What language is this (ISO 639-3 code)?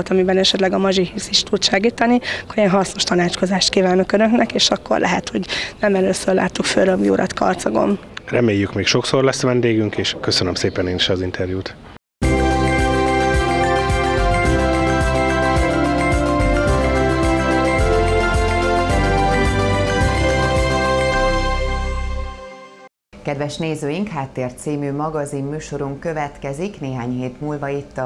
hun